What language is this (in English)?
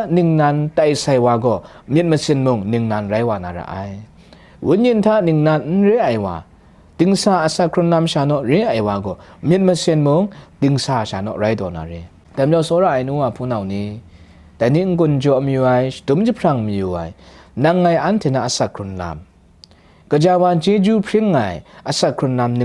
Kachin